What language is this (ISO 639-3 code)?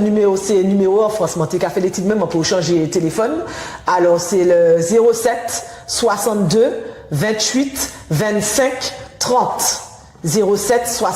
gcf